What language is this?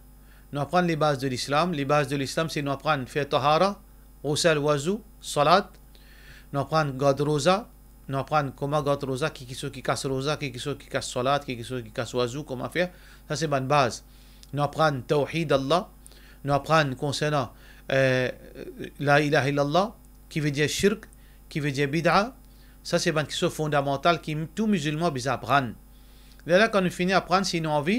Morisyen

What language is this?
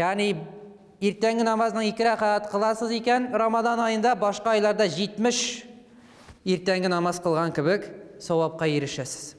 Tatar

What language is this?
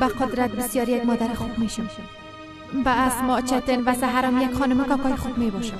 Persian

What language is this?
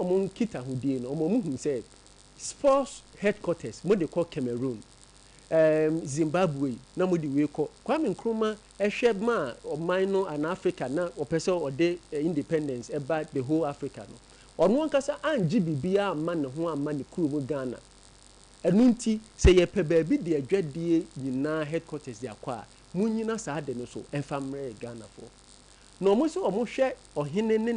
Akan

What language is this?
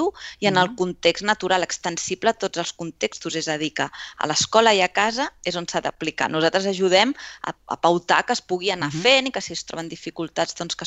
Catalan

